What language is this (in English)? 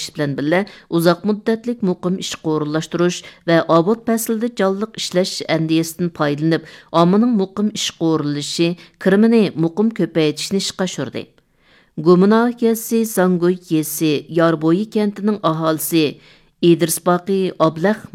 Uyghur